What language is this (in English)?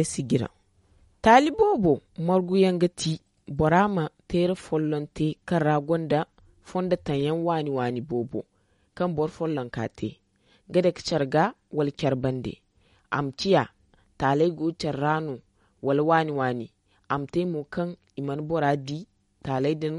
Zarma